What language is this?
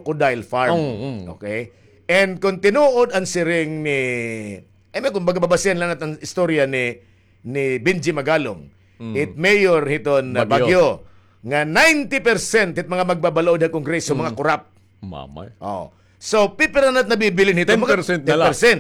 Waray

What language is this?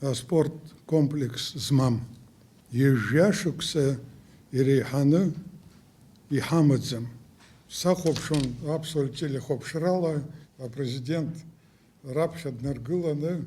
Abkhazian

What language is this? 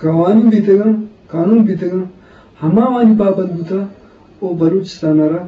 Eastern Balochi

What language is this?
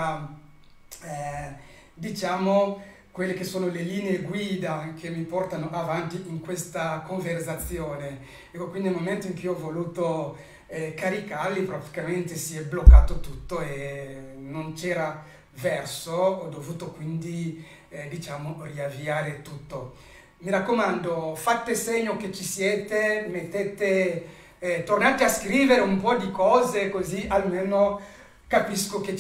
Italian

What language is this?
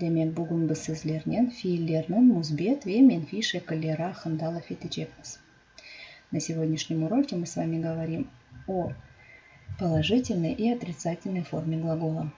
Crimean Tatar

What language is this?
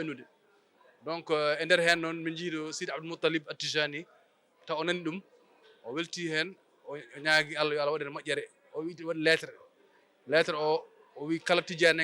Fula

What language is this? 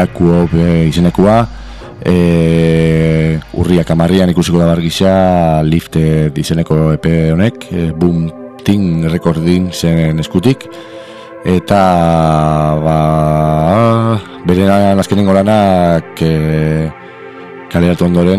Basque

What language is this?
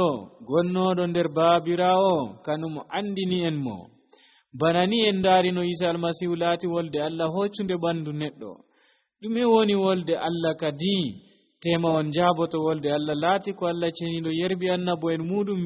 Nigerian Fulfulde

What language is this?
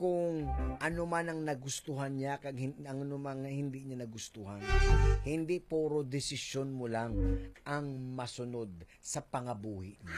Hiligaynon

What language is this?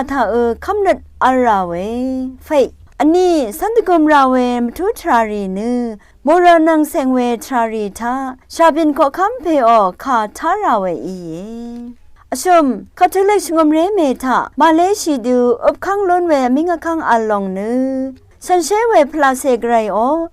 Rawang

